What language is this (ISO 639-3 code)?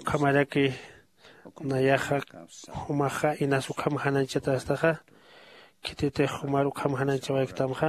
aym